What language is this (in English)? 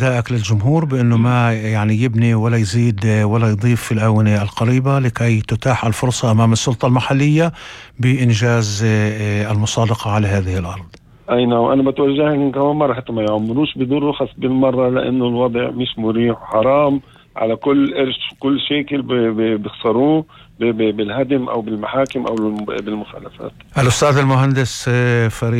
North Levantine Arabic